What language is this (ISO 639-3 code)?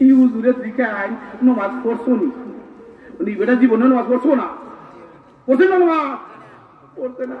syl